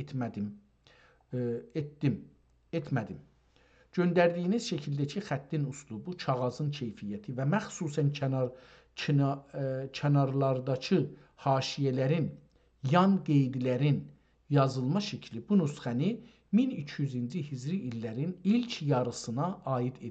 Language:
South Azerbaijani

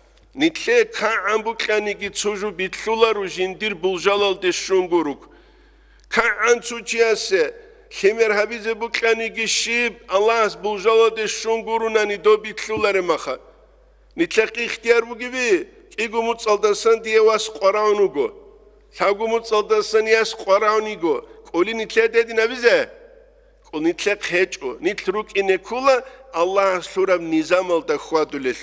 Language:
Avaric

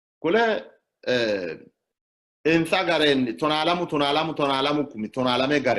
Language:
Sidamo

